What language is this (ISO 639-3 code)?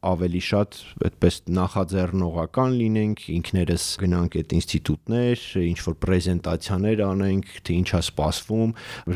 hye